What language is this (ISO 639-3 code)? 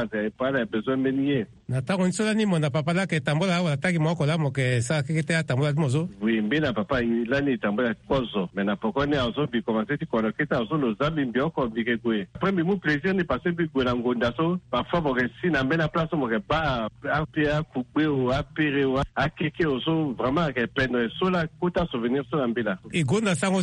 sag